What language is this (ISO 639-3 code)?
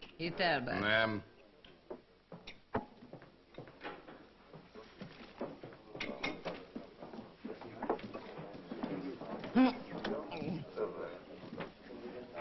hun